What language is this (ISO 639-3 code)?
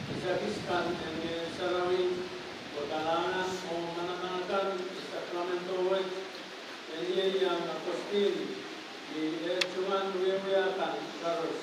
pon